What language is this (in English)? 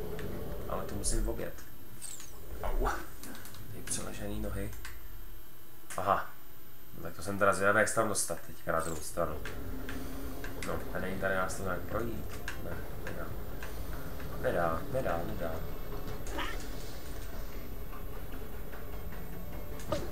Czech